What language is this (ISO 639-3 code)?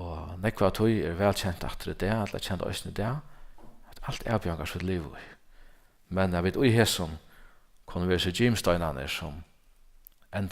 fao